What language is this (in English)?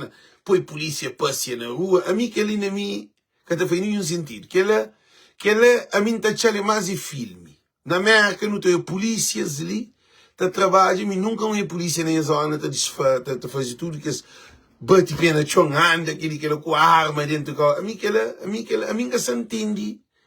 Kabuverdianu